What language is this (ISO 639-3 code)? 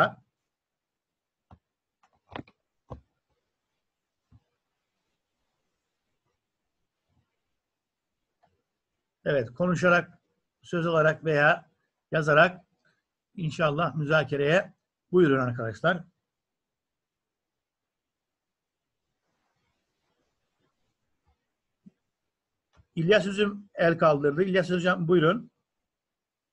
tur